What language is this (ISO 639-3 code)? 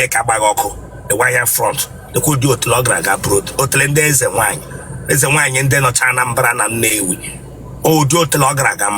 ibo